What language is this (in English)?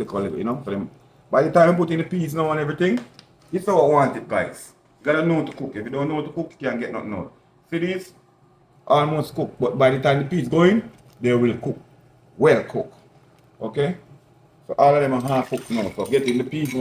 Jamaican Creole English